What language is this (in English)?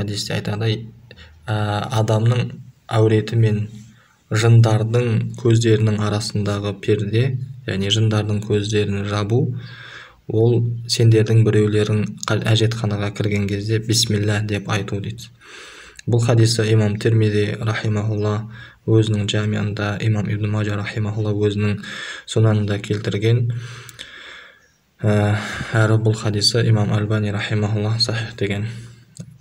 Kazakh